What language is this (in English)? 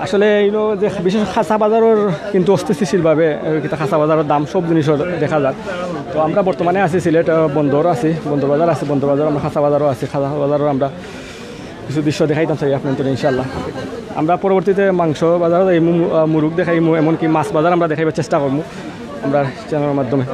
Sylheti